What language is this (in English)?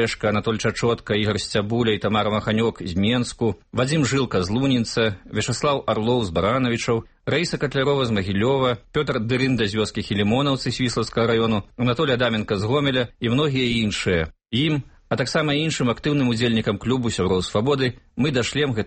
Belarusian